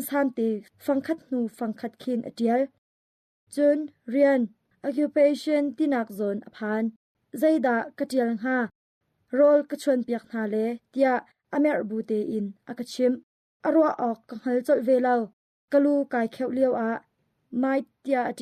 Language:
Hakha Chin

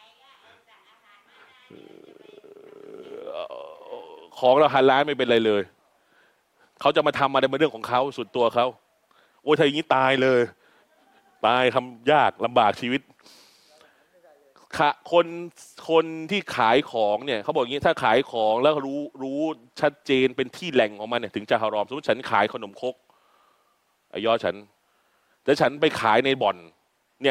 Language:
Thai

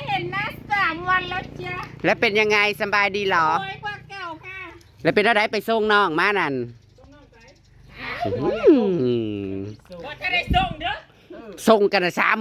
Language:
Northeastern Thai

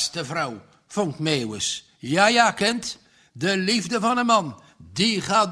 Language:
Dutch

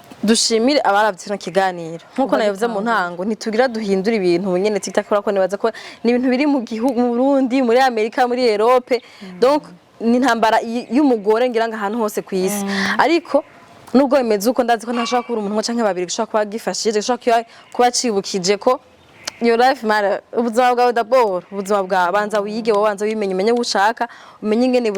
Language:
Rundi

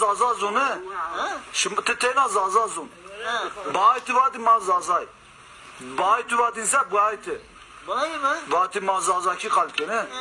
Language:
Zaza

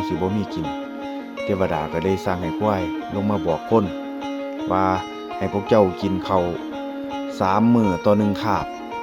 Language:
Northeastern Thai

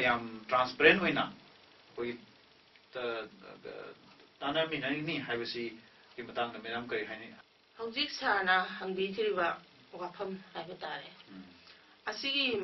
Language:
Manipuri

